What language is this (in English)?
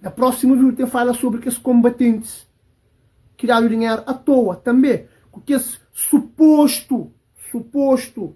Kabuverdianu